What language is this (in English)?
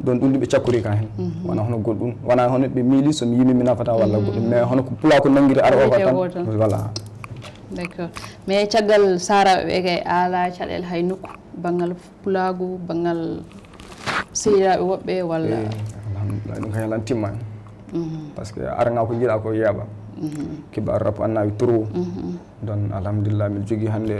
Fula